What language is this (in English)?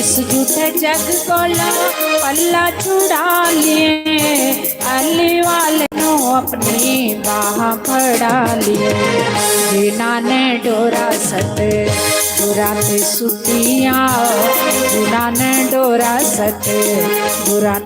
Dogri